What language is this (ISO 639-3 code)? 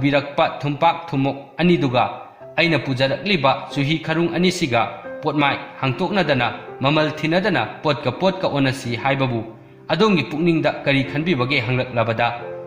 mni